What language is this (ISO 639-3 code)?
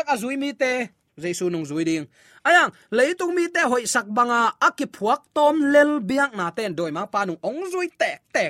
ctd